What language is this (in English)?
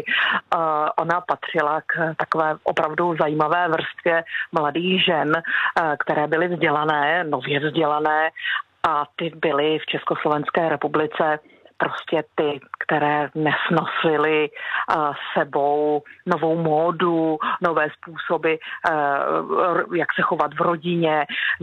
Czech